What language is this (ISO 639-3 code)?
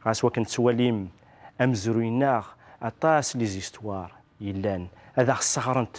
kab